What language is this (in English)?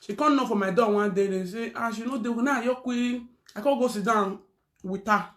Nigerian Pidgin